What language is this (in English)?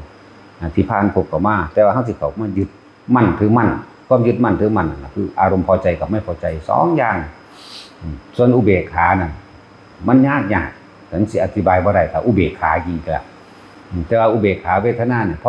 Northeastern Thai